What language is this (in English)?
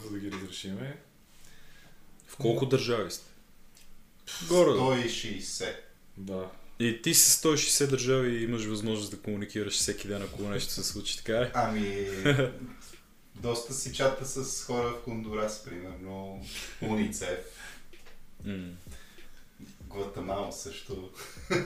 Bulgarian